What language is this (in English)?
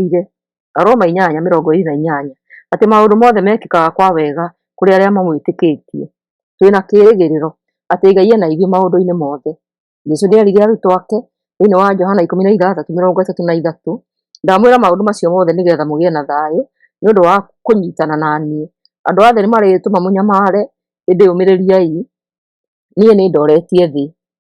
Kikuyu